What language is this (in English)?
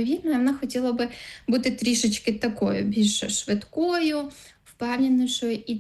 Ukrainian